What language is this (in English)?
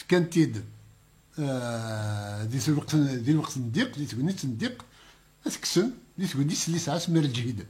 Kabyle